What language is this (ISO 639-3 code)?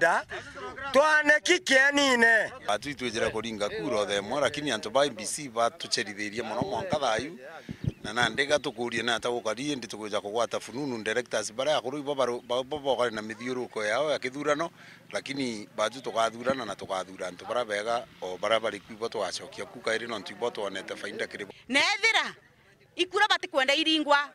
mer